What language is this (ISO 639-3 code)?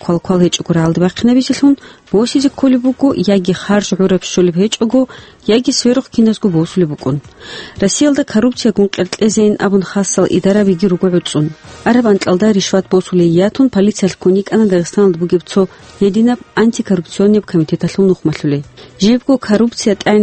ava